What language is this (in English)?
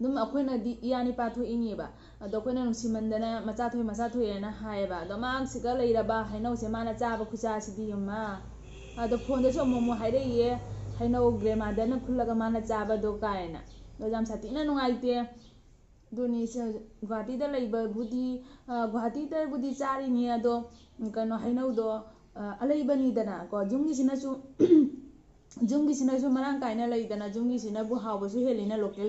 Manipuri